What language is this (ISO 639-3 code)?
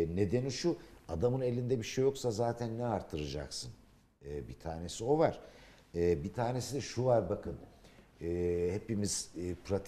tur